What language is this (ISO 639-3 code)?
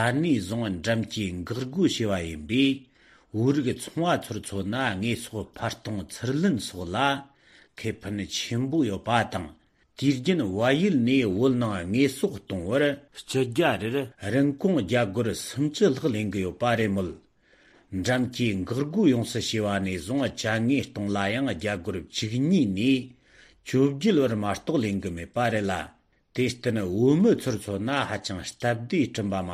bod